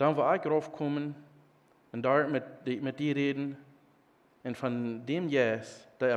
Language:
Plautdietsch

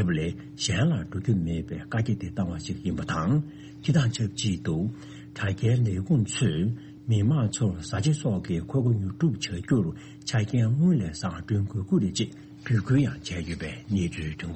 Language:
Tibetan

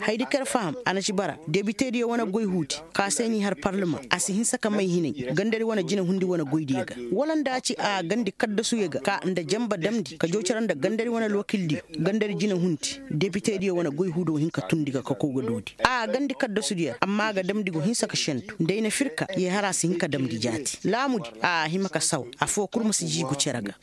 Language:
Koyraboro Senni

